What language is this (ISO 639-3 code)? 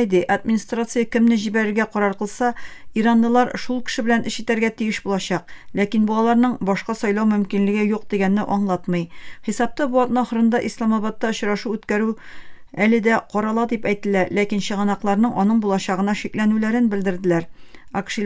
tat